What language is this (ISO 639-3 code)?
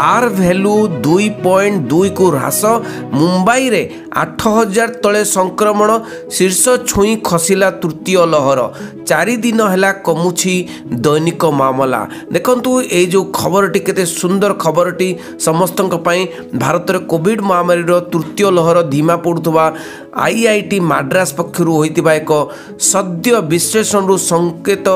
ori